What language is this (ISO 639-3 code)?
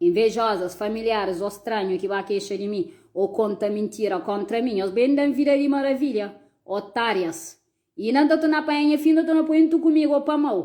kea